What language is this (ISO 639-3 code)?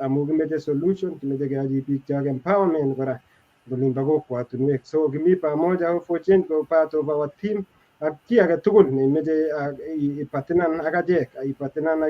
kln